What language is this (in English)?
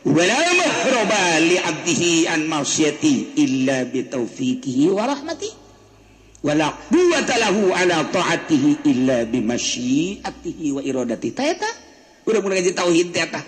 Sundanese